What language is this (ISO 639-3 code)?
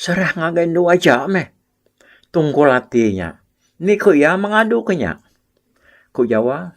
iba